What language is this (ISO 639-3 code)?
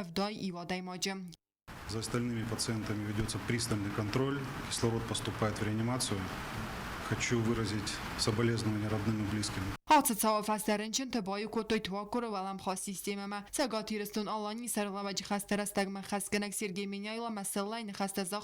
oss